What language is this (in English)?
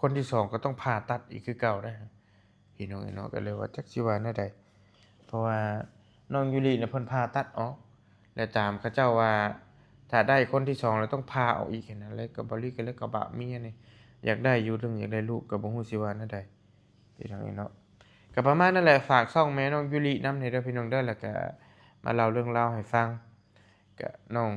Northeastern Thai